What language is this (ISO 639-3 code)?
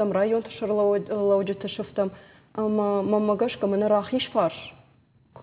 oss